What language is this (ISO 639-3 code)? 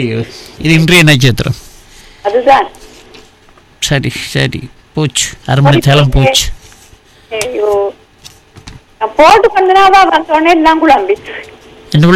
tam